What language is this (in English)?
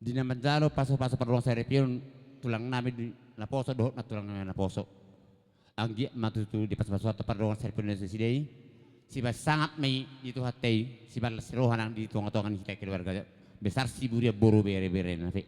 Batak Toba